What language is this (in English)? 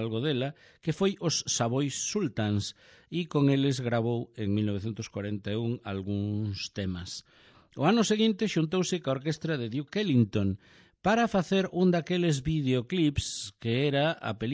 Galician